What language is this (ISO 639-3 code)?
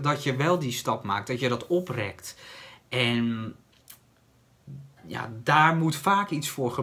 nld